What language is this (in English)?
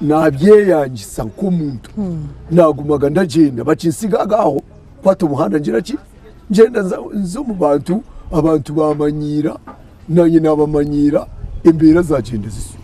Nyankole